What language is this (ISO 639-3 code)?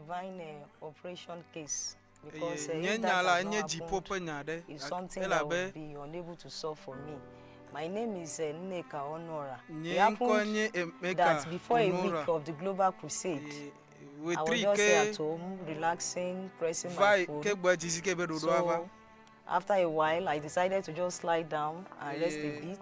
ewe